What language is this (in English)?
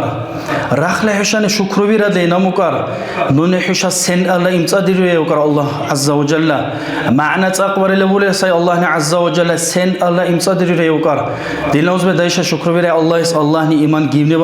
Dargwa